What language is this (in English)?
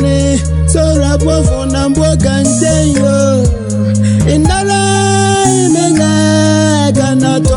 Southern Dagaare